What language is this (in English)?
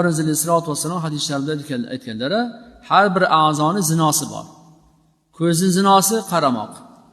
Uzbek